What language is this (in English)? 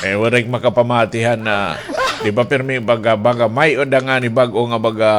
Waray